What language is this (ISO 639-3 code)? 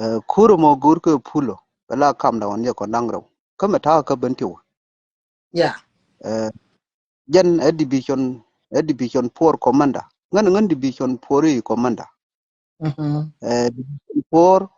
nus